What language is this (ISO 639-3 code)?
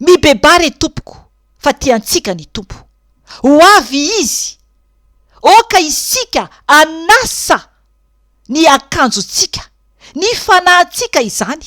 mlg